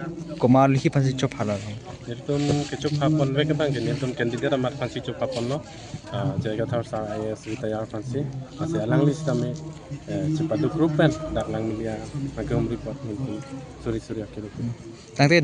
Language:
Karbi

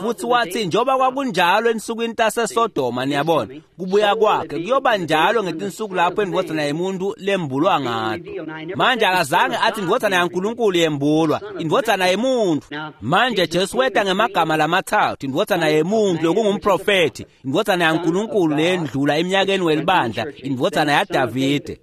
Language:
Swati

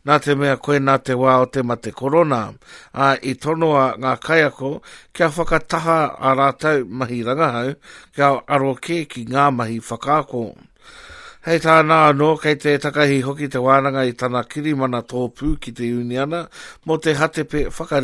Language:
Māori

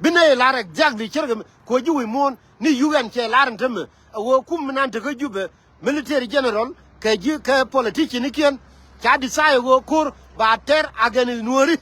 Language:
Nuer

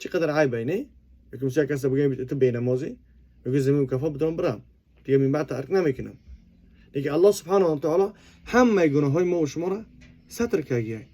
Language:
Tajik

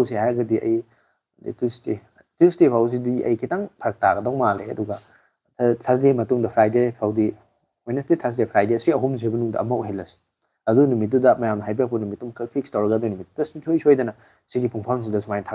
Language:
Manipuri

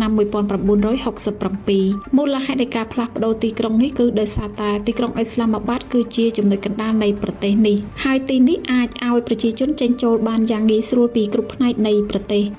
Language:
Khmer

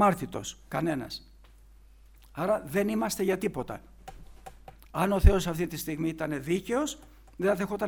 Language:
Greek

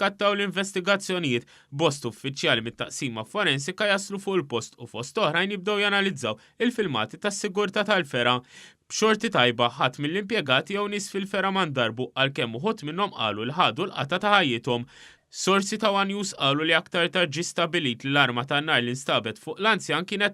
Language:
Maltese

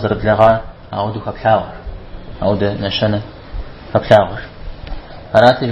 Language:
Kabardian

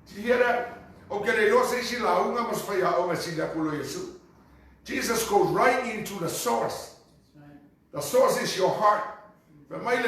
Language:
Samoan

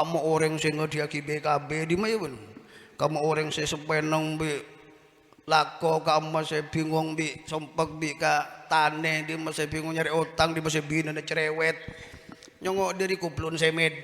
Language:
Madurese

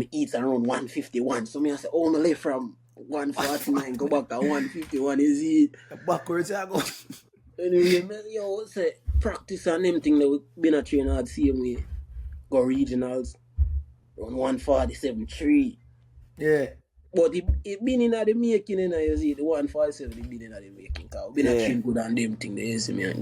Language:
Jamaican Creole English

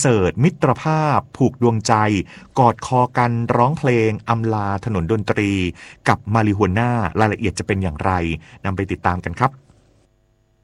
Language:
Thai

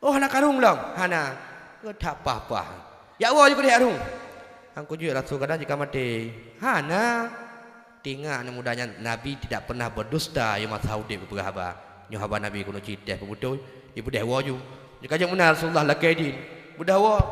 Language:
Achinese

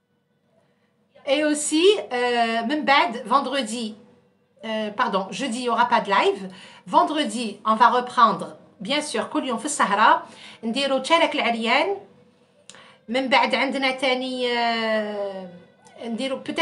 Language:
French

